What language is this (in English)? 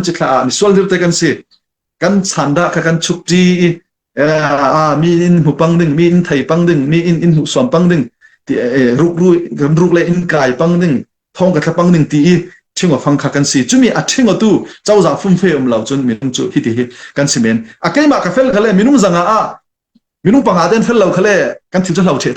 Falam Chin